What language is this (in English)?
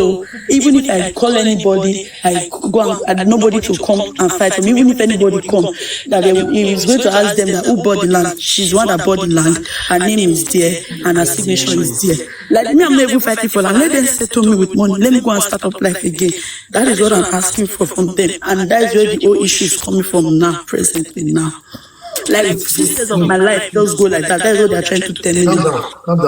Nigerian Pidgin